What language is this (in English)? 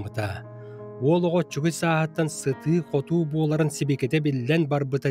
Yakut